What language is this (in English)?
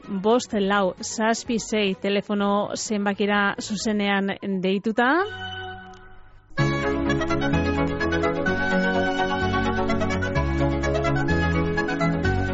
Basque